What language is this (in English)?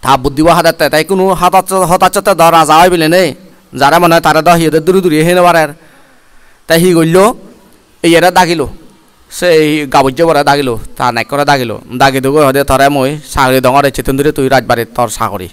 Chakma